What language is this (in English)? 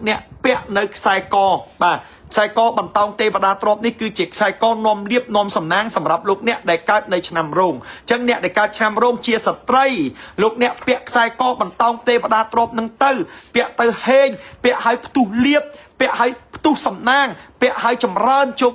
Khmer